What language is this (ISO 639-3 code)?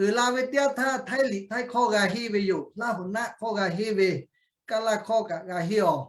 lhu